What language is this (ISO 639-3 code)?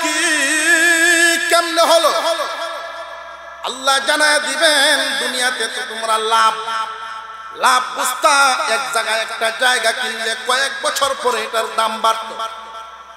ben